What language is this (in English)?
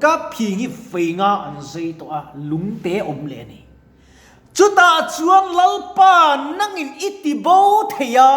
Mizo